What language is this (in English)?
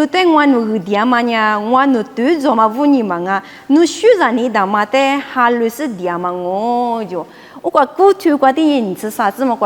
Lisu